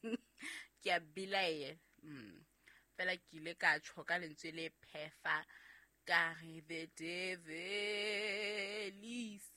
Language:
Southern Sotho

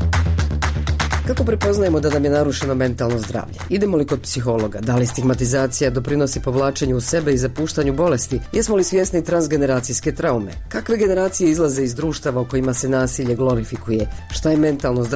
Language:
Bosnian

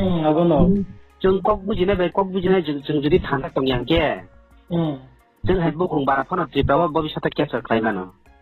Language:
Riang (India)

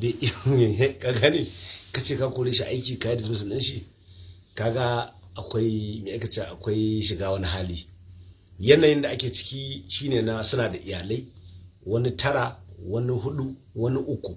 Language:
Hausa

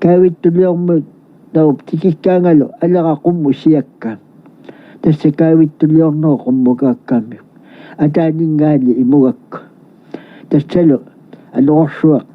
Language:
Kalaallisut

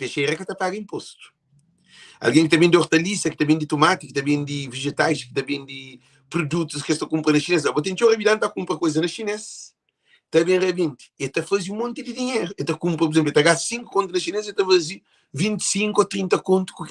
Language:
Kabuverdianu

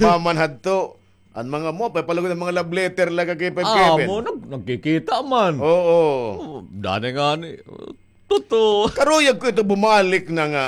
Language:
Waray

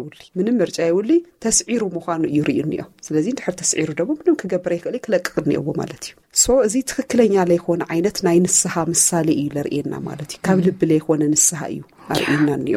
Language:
Tigrinya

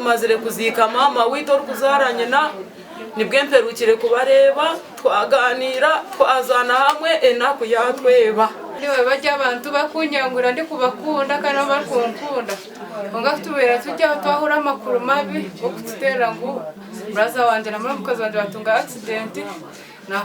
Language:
Nyankole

